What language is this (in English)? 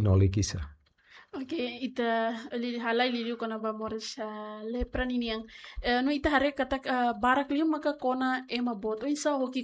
Tetum